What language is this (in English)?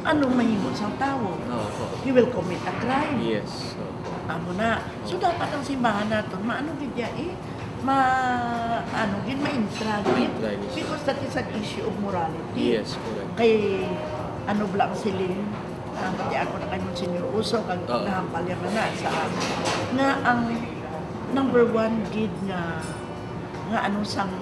Hiligaynon